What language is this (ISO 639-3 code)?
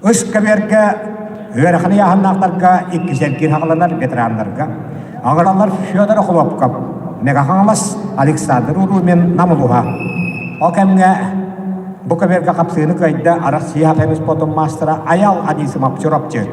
sah